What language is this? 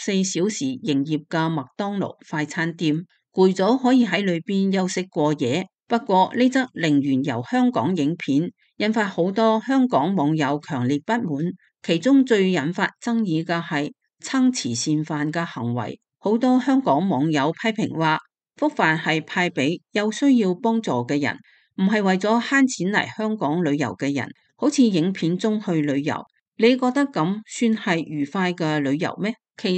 Cantonese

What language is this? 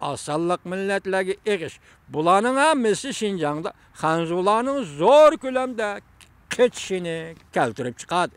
Uyghur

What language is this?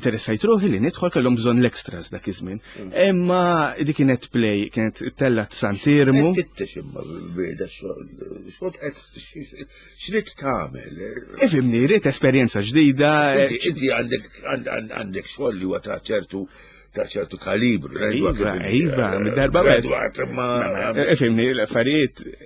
Maltese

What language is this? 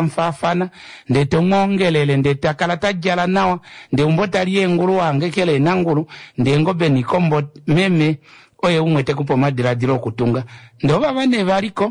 Kuanyama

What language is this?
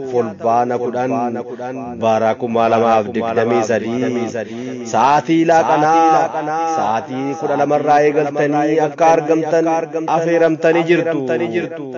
Oromo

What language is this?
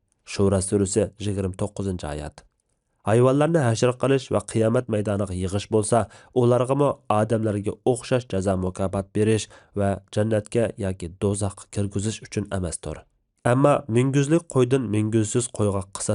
Uyghur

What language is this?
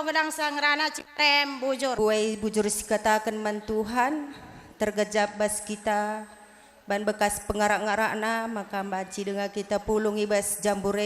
Batak Karo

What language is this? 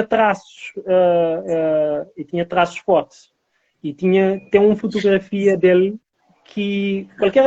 Kabuverdianu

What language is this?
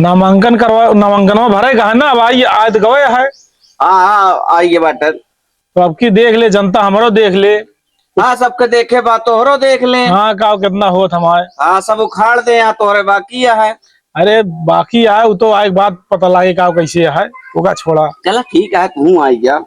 Awadhi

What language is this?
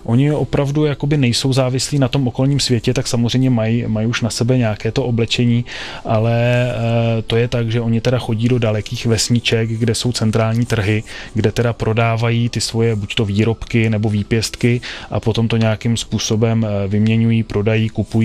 Czech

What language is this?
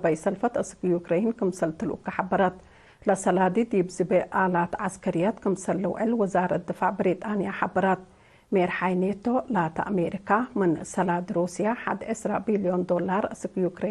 Tigre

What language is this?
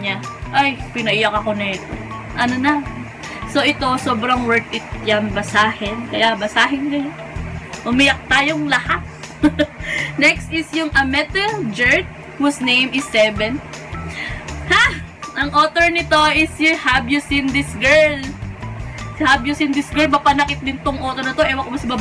Filipino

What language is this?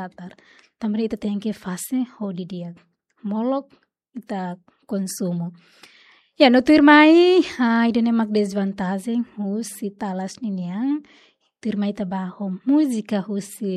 Tetum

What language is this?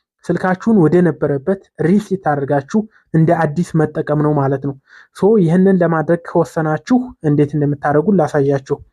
Amharic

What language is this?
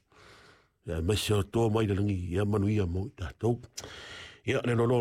Samoan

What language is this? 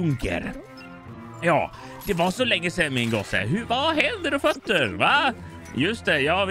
Swedish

